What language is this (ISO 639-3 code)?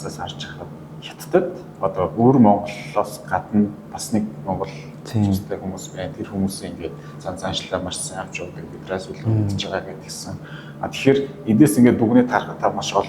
mon